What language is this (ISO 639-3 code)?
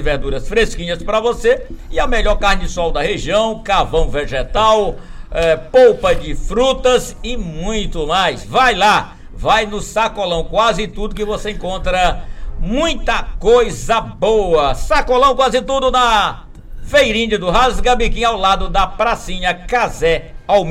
por